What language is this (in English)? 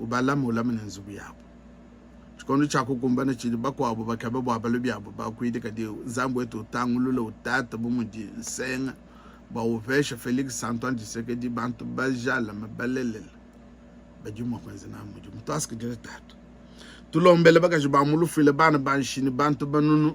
Luba-Lulua